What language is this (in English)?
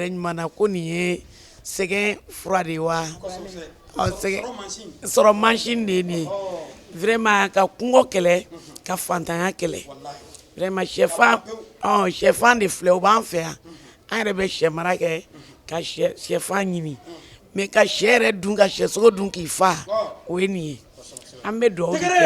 Bambara